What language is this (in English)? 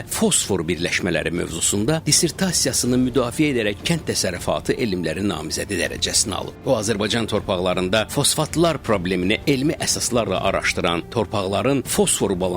Azerbaijani